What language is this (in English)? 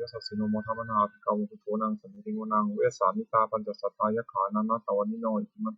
Pali